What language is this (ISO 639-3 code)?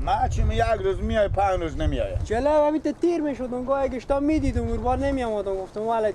fas